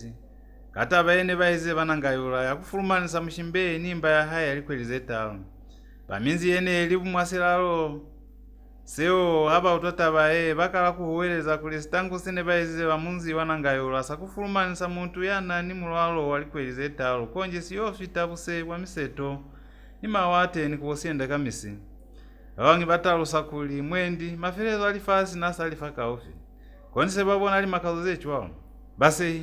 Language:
Lozi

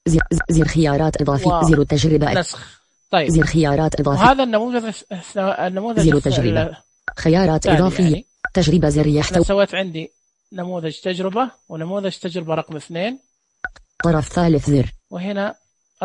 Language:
Najdi Arabic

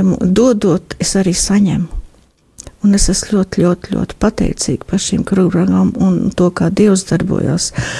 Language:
Latvian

